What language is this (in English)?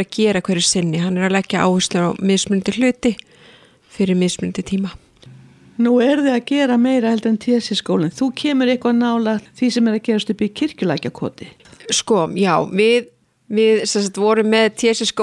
Icelandic